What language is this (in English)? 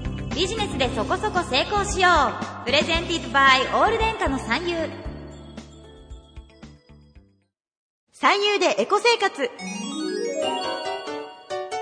Japanese